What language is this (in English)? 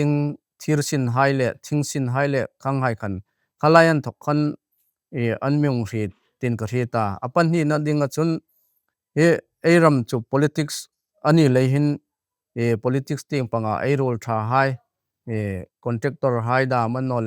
Hmar